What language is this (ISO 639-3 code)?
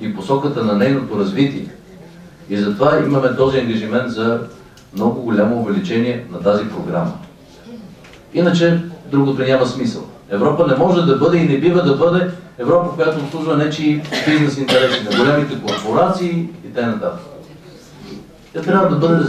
bul